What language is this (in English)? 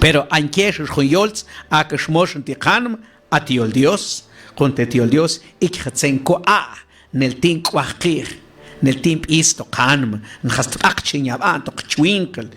Mam